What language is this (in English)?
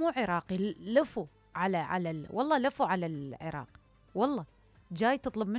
Mesopotamian Arabic